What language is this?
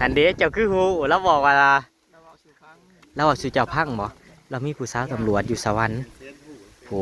Northeastern Thai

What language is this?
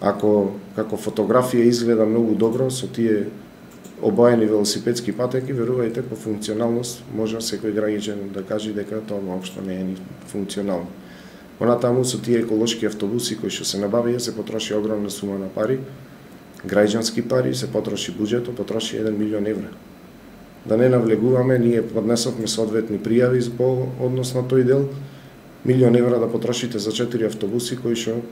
Macedonian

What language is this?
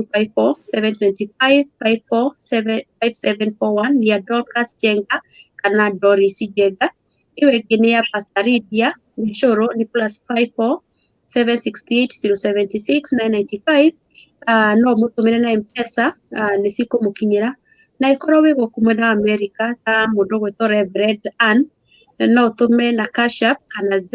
Kikuyu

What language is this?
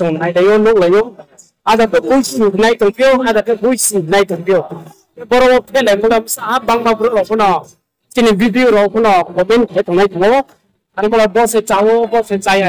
Riang (India)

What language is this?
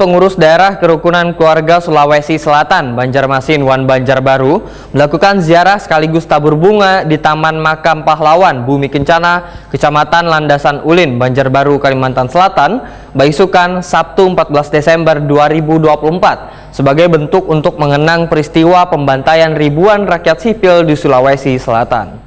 Banjar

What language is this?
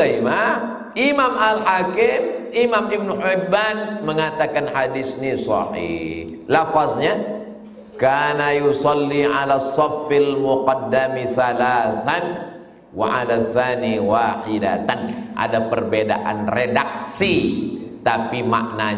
Indonesian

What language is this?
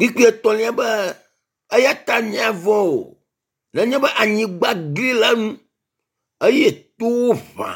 Ewe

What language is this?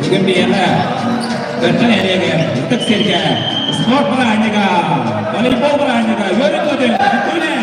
Yakut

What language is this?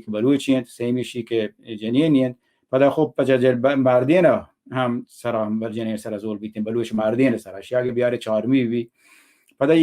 Baluchi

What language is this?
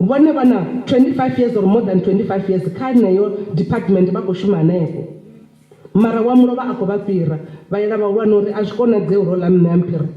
Venda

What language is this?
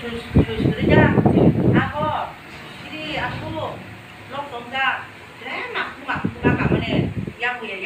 Kok Borok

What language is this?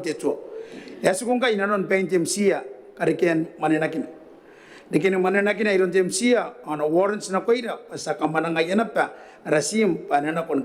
Gilbertese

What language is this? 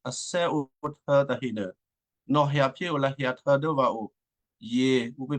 Western Kayah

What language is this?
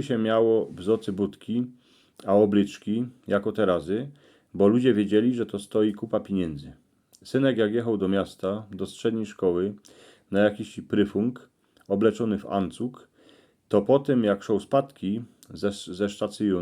Silesian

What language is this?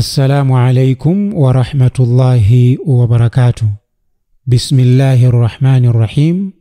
Nyanja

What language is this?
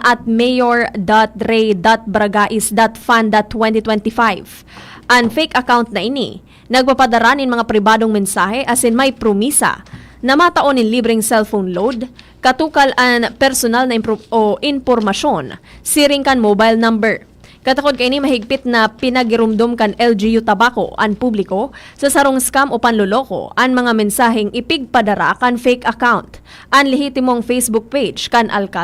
Bikol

